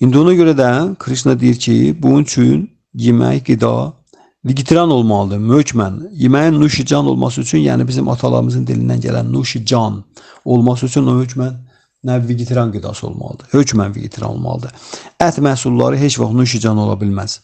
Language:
Azerbaijani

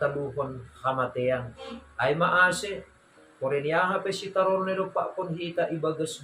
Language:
Batak Simalungun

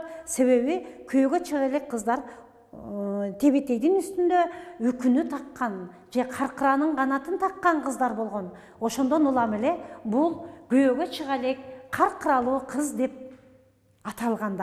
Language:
Kyrgyz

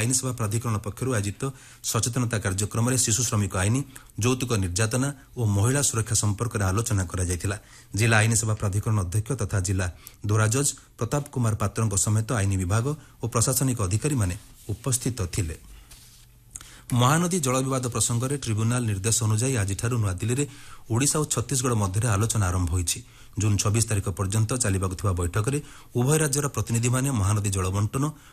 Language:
Odia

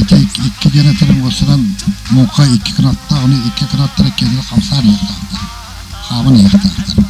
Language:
Yakut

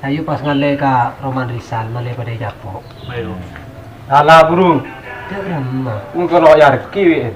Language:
Madurese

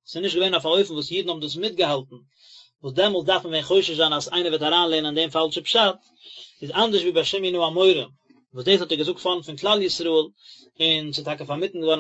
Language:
Yiddish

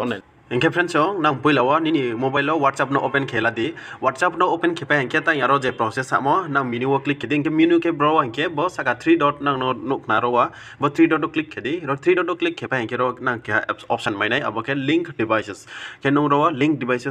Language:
Riang (India)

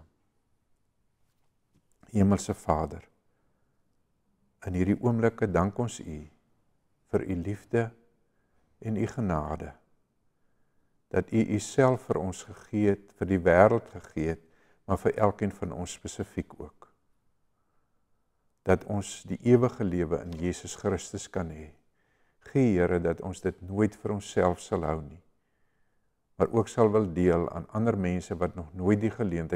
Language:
Afrikaans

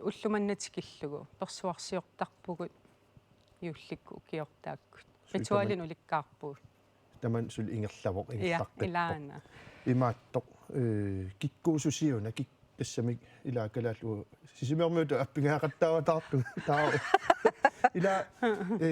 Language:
Kalaallisut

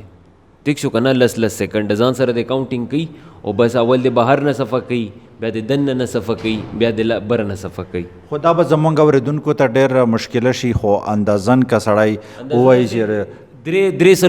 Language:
Pashto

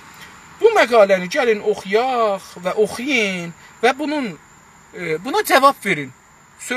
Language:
South Azerbaijani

